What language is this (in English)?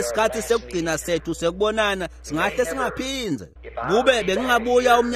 Swati